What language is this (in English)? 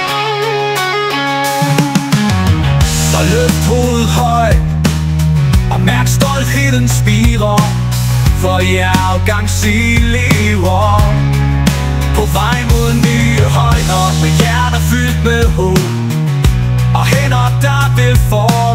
Danish